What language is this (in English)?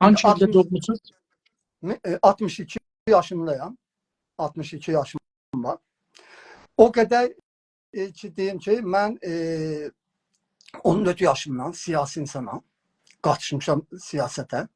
South Azerbaijani